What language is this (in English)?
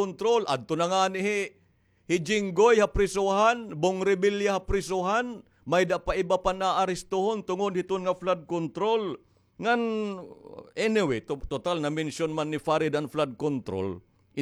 Waray